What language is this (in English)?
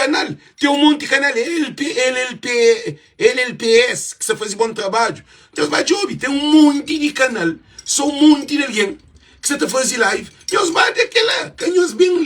Kabuverdianu